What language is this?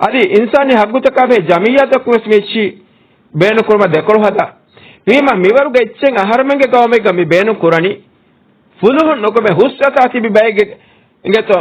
Divehi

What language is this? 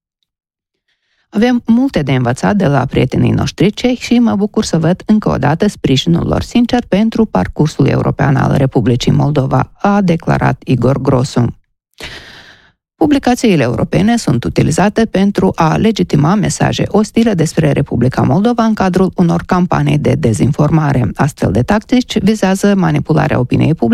Romanian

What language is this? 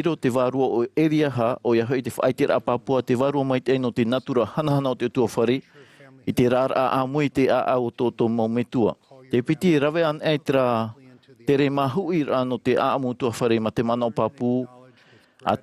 Tahitian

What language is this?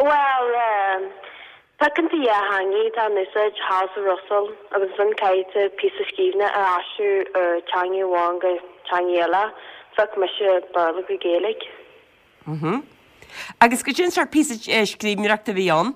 Irish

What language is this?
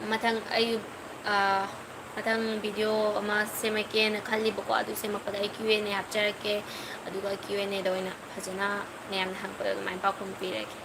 Manipuri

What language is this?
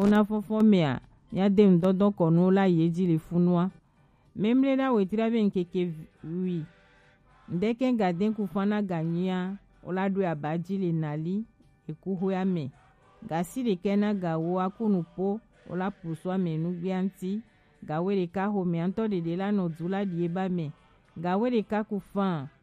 Gen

